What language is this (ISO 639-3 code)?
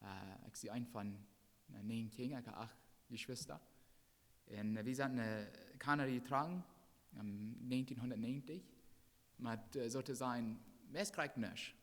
pdt